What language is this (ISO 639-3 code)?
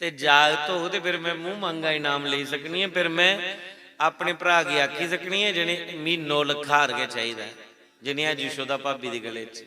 doi